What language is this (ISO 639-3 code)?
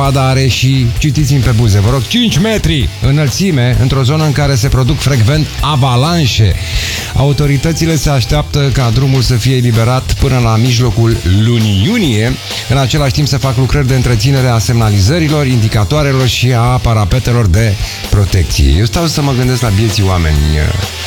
ron